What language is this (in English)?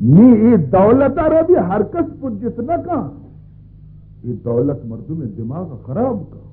Baluchi